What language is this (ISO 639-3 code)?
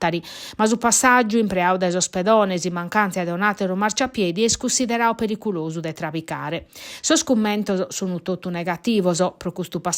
srd